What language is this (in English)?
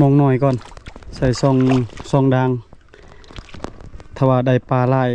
Lao